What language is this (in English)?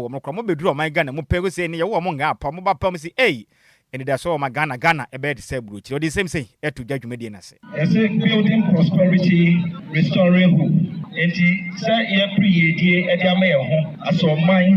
Akan